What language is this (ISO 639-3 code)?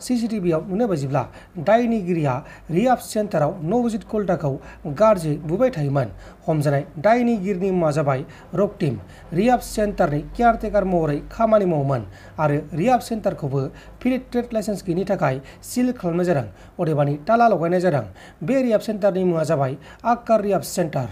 brx